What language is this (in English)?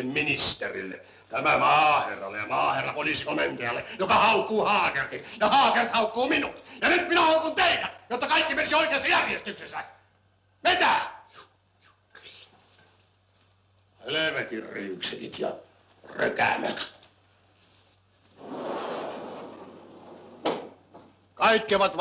Finnish